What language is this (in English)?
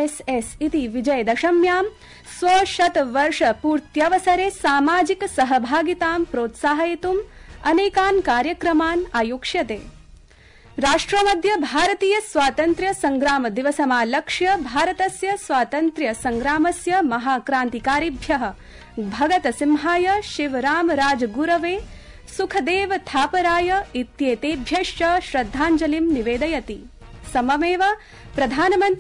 Sanskrit